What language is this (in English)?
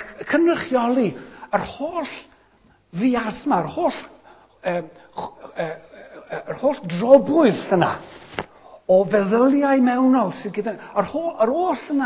Welsh